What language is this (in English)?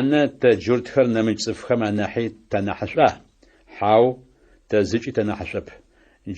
Adyghe